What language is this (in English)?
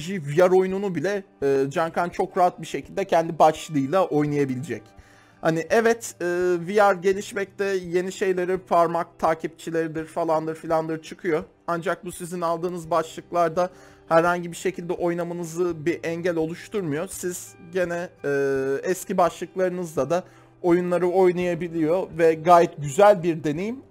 Turkish